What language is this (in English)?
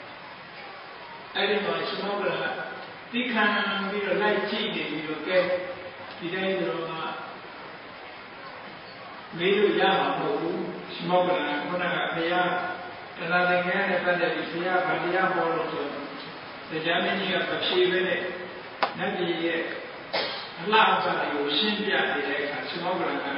Burmese